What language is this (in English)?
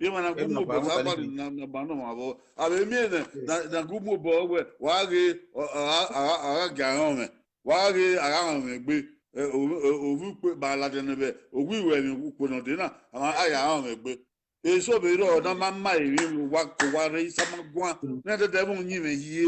Bini